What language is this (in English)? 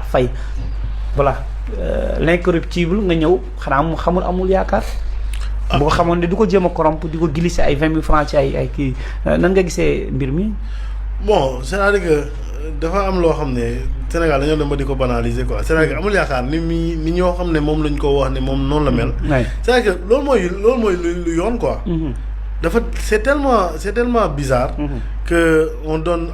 Wolof